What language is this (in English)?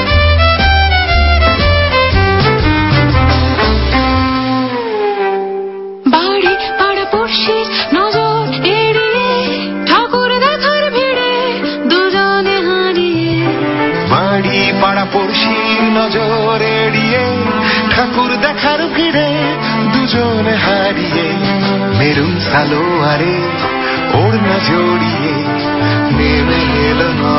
Bangla